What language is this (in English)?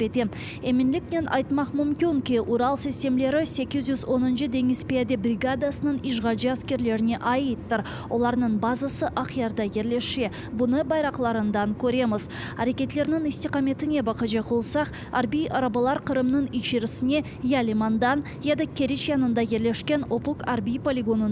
Crimean Tatar